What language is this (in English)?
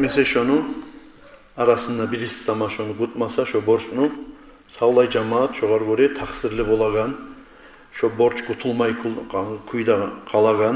Kumyk